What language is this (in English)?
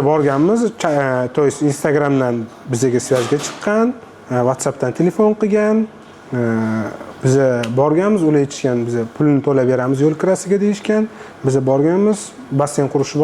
Uzbek